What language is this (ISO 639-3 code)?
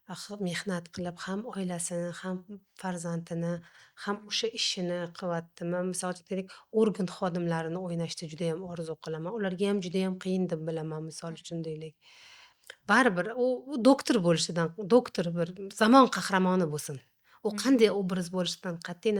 uzb